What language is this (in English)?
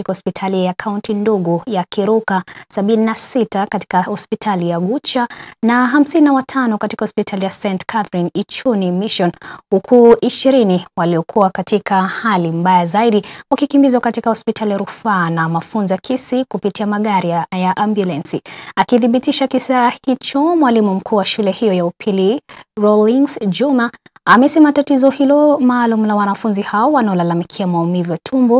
Swahili